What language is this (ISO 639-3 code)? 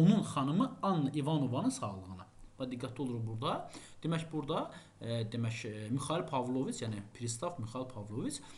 aze